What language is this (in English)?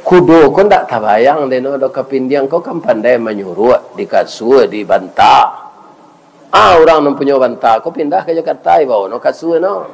Minangkabau